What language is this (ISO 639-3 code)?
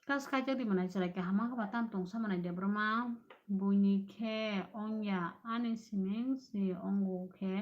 trp